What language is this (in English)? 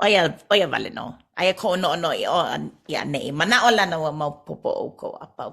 Hawaiian